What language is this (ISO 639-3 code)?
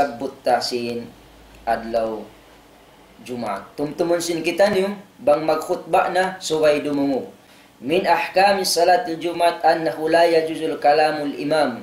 tsg